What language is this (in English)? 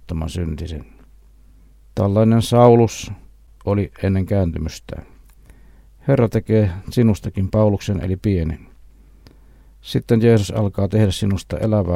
Finnish